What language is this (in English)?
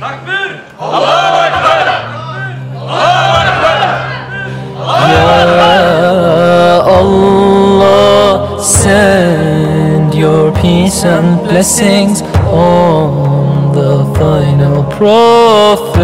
Kumyk